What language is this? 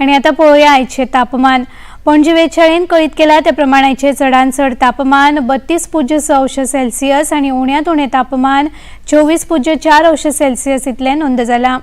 Konkani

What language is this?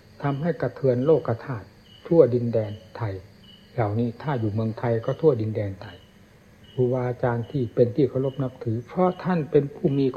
Thai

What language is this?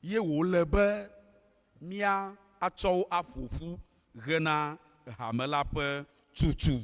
Ewe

